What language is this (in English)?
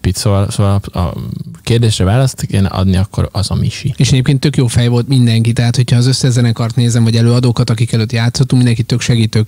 Hungarian